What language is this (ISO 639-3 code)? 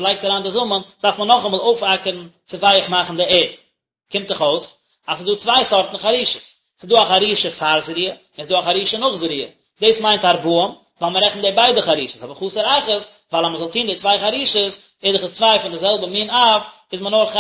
yid